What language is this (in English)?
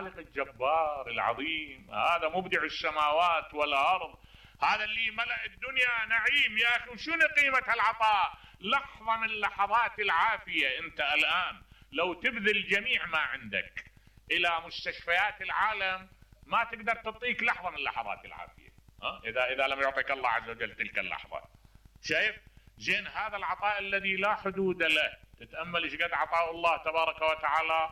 Mesopotamian Arabic